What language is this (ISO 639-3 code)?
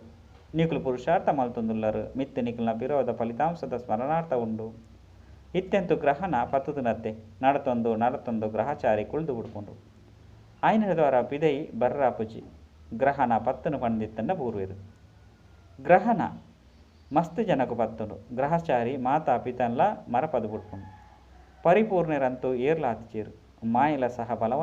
tcy